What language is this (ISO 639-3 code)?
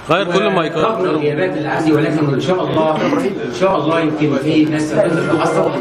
arz